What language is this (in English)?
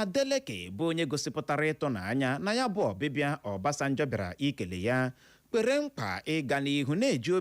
Igbo